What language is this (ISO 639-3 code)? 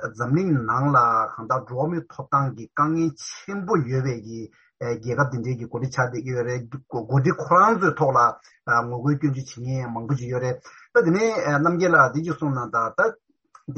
bod